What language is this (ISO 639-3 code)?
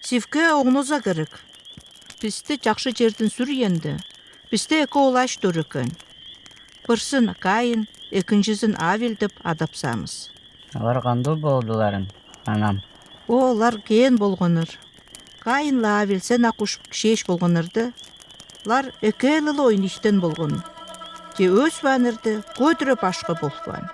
atv